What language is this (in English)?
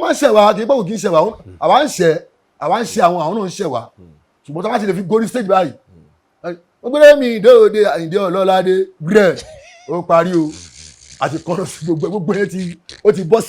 Yoruba